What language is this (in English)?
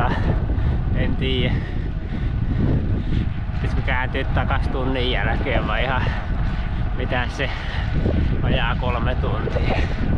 Finnish